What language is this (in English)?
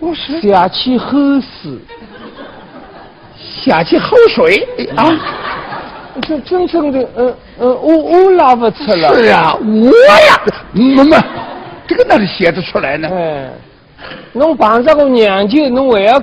Wu Chinese